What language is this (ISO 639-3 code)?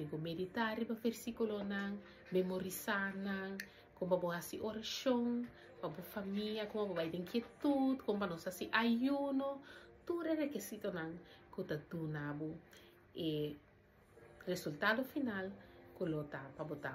pap